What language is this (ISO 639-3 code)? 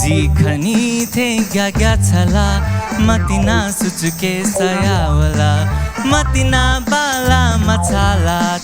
new